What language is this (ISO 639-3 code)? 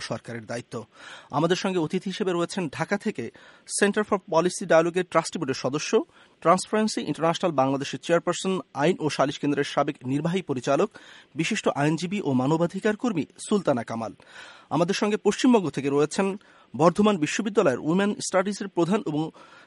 ben